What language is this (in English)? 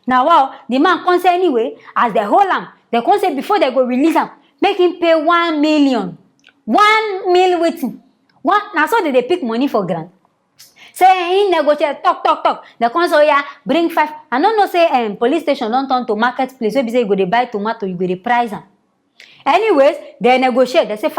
Nigerian Pidgin